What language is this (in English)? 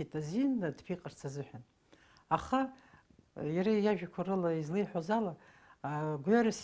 Abkhazian